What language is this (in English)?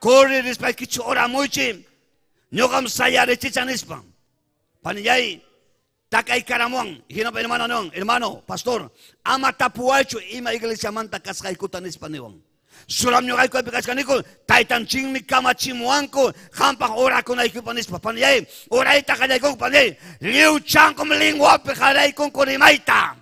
Ayacucho Quechua